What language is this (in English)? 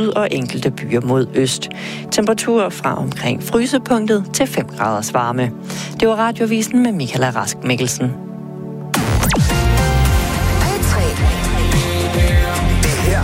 Danish